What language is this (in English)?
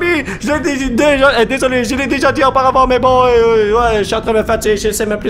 French